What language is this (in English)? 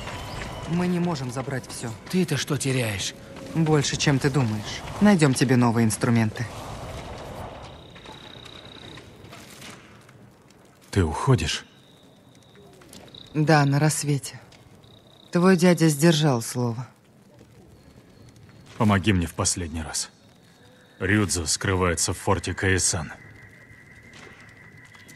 Russian